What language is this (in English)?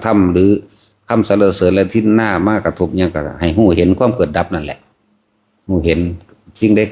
Lao